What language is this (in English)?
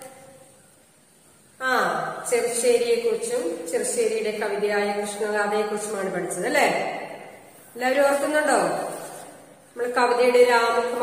Malayalam